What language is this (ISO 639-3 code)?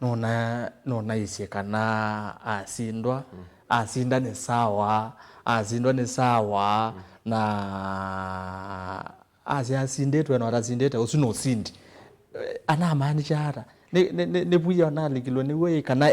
kam